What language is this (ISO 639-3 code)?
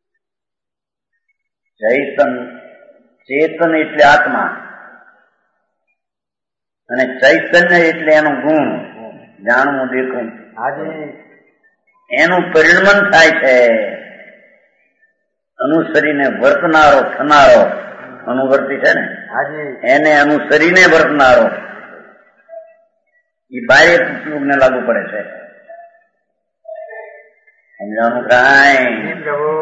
guj